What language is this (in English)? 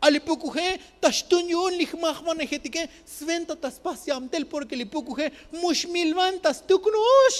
Tzotzil